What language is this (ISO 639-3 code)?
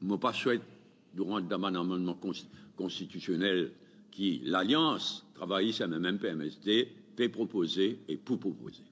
mfe